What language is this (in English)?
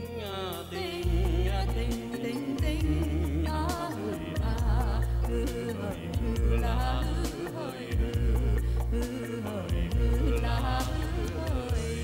Vietnamese